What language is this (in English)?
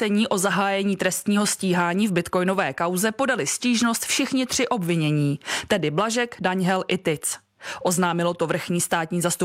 Czech